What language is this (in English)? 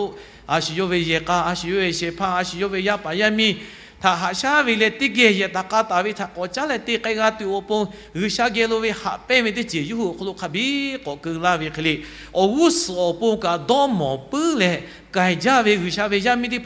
Lahu